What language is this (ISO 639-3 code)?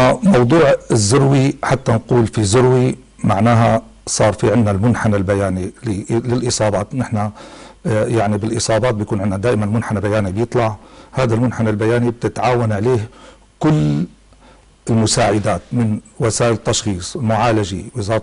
apc